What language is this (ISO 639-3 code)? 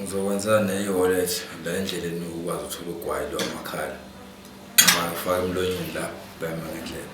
zul